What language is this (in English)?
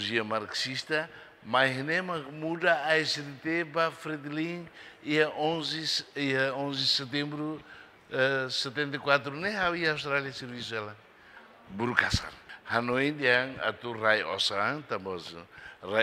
Tetum